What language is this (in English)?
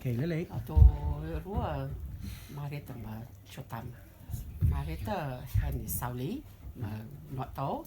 Rotuman